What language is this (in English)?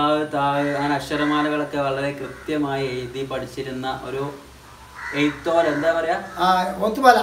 Malayalam